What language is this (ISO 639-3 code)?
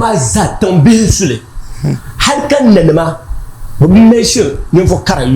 dag